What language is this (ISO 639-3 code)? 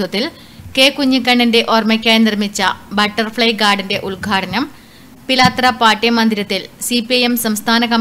mal